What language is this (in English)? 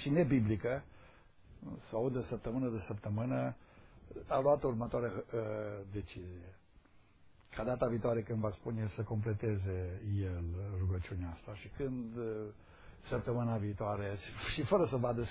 Romanian